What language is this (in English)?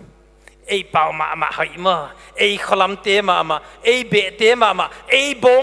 Paite Chin